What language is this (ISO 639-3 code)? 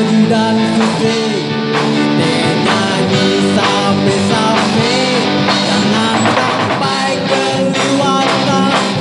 bew